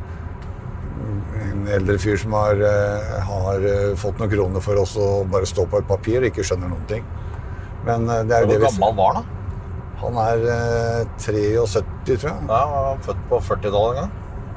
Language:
Norwegian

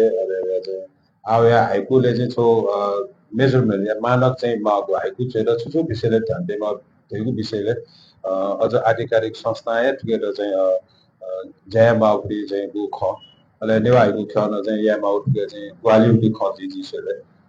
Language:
Newari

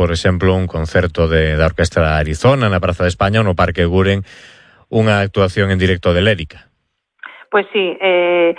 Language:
Galician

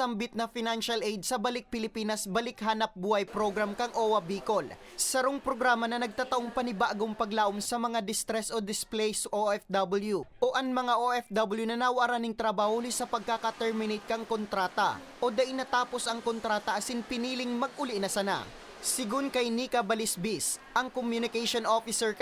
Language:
Bikol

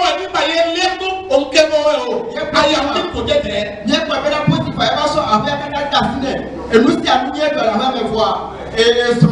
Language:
Ifè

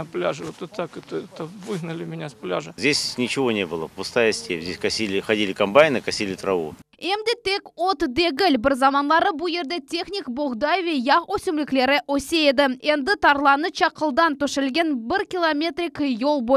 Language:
Crimean Tatar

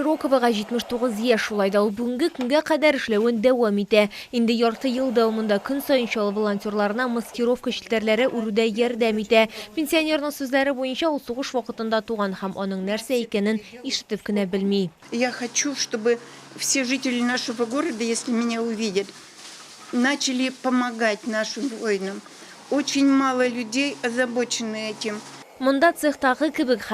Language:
Tatar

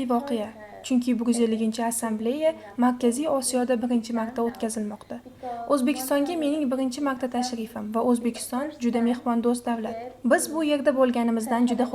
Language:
Uzbek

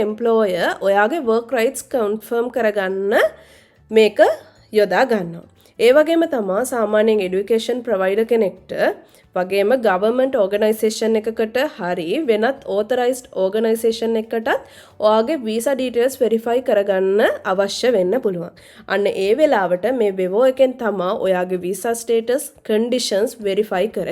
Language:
Sinhala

